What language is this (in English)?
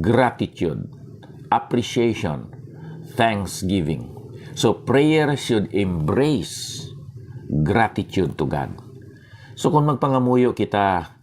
Hiligaynon